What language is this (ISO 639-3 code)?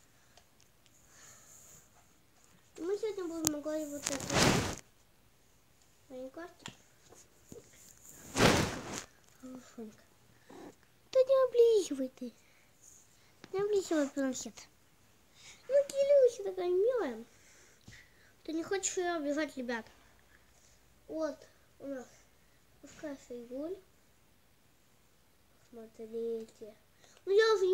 rus